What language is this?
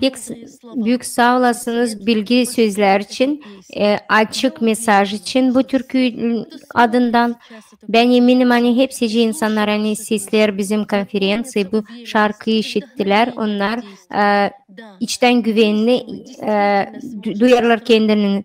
Gagauz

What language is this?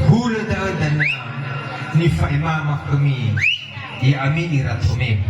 Nias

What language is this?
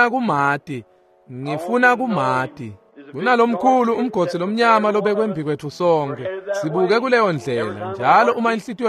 Swati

